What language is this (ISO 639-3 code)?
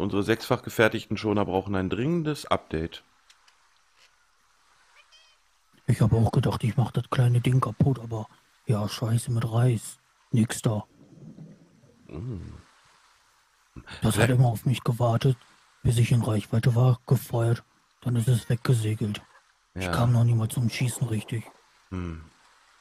deu